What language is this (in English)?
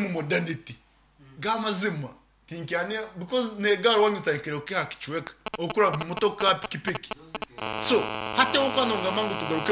Nyankole